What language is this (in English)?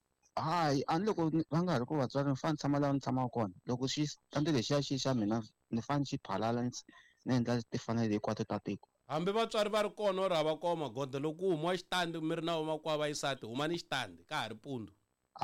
Tsonga